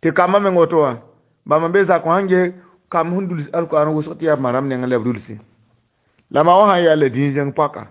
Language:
Mossi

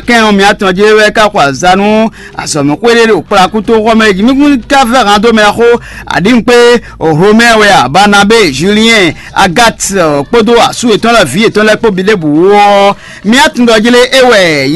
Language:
Fon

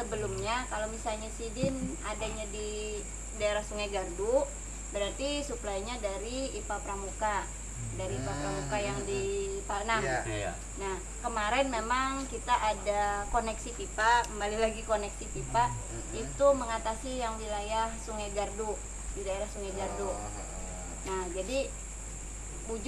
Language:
Banjar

